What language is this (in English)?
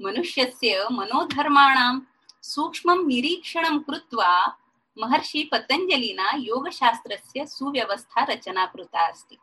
Sanskrit